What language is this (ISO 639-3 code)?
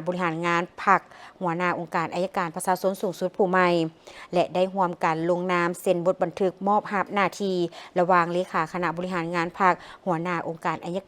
lao